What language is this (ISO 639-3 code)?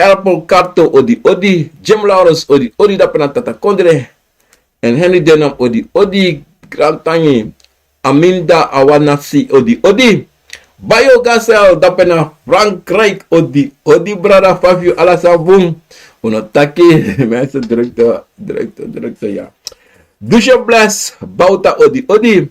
srn